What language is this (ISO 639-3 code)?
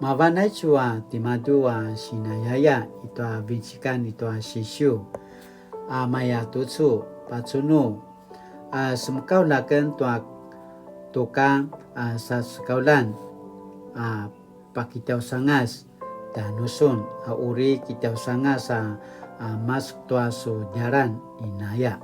pwn